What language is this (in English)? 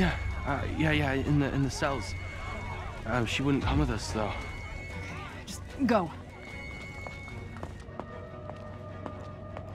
English